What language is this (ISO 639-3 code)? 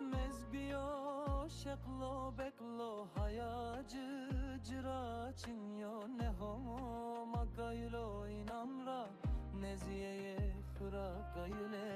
zza